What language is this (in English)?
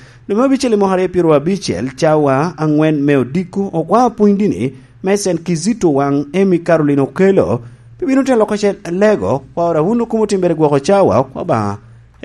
Lango (Uganda)